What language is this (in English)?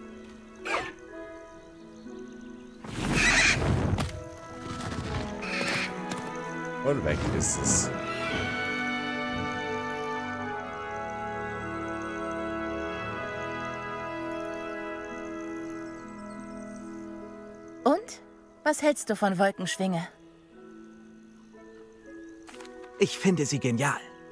German